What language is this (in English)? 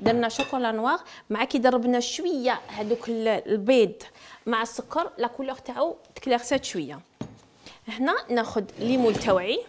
Algerian Arabic